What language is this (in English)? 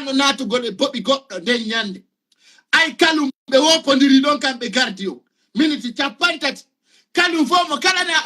Fula